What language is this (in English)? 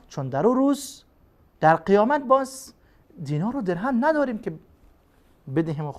Persian